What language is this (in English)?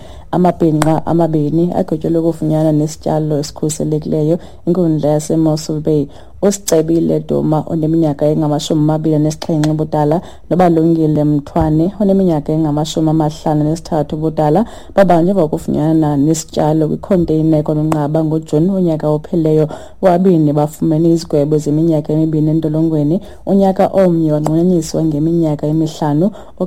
Xhosa